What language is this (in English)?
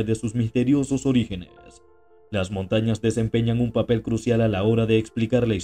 Spanish